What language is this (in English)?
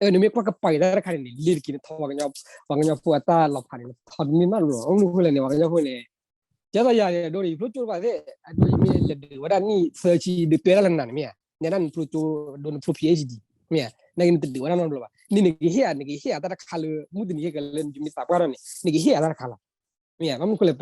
S'gaw Karen